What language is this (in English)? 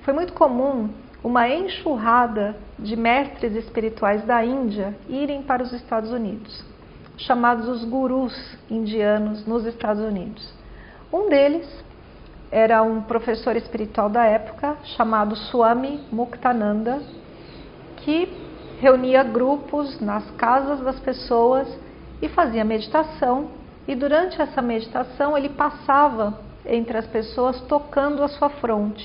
Portuguese